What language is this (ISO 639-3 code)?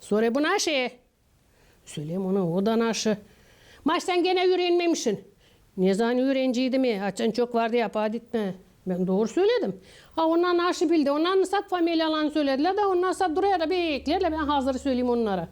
gag